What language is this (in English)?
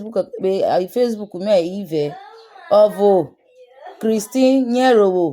Urhobo